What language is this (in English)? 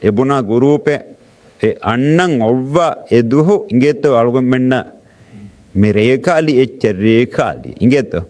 Divehi